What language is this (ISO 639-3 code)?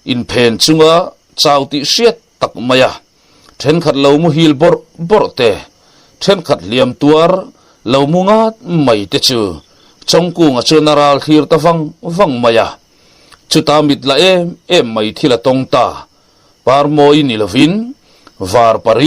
lus